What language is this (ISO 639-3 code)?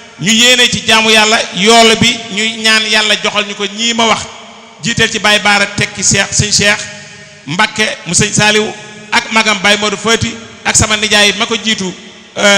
wol